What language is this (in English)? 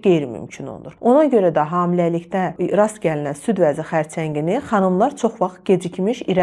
Azerbaijani